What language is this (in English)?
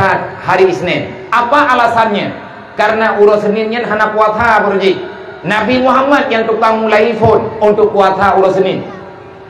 Achinese